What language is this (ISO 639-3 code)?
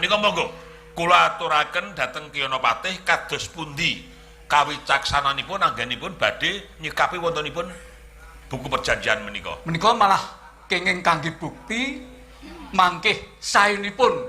jav